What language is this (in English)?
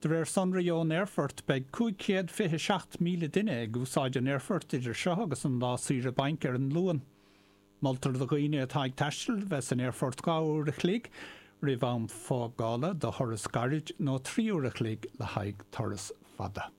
Irish